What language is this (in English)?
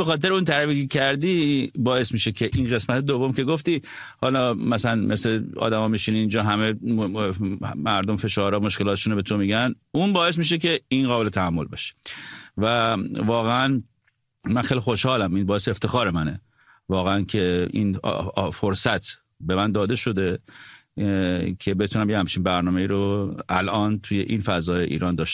Persian